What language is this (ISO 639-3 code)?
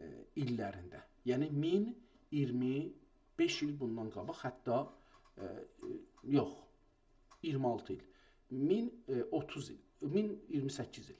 azb